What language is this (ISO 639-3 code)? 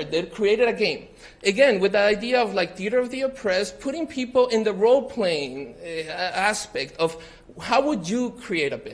eng